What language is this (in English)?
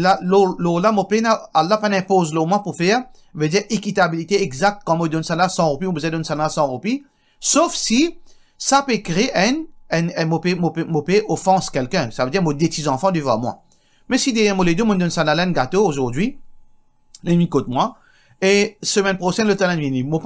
Morisyen